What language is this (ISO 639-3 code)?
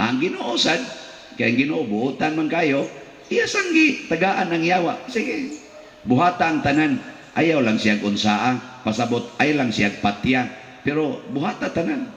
ceb